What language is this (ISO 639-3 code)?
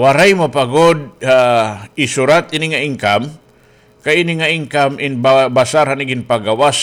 war